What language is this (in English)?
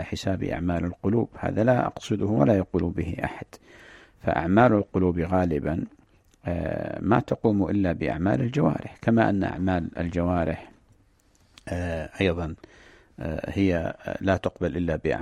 Arabic